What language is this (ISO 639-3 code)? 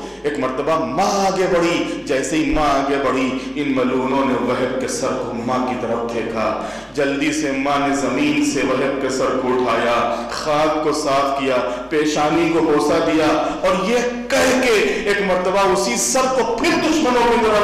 urd